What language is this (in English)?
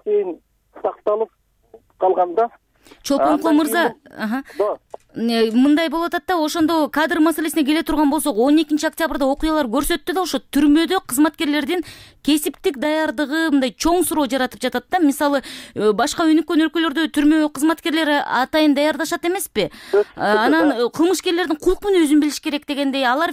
Kyrgyz